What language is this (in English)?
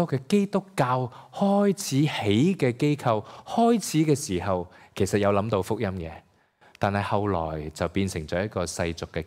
Cantonese